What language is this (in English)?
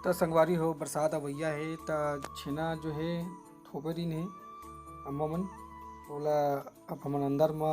Chhattisgarhi